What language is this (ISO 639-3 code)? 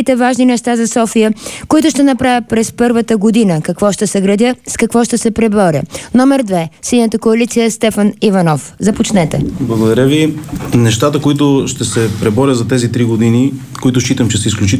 bul